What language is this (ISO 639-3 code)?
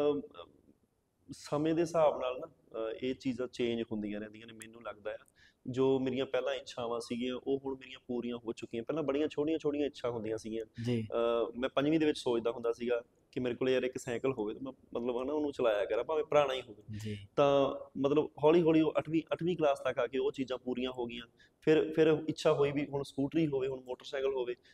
pan